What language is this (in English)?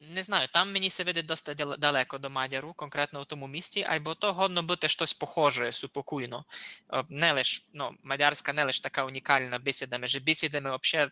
Rusyn